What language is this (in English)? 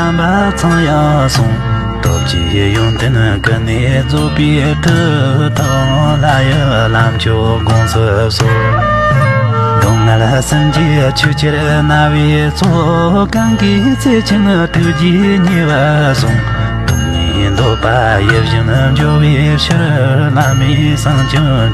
Tibetan